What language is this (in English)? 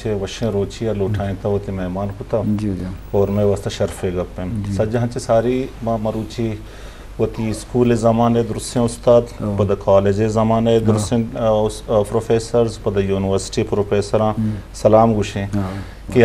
Eastern Balochi